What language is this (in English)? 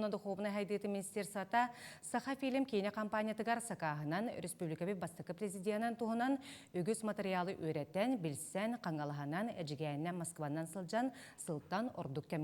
Yakut